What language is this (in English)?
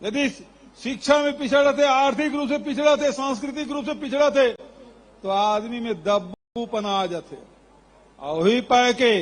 Chhattisgarhi